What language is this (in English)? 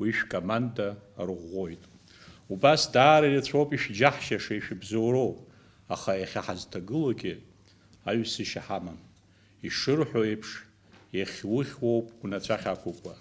Abkhazian